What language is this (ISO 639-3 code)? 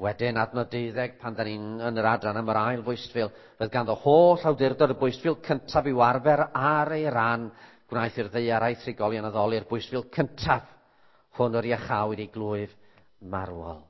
cym